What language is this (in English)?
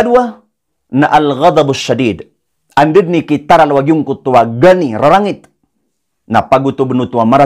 Maranao